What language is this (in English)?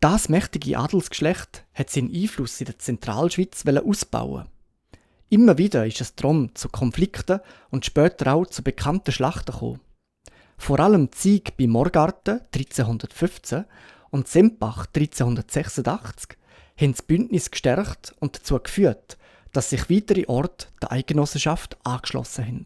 Swiss German